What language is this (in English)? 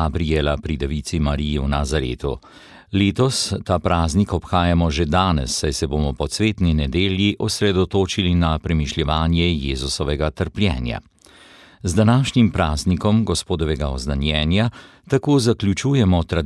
Slovenian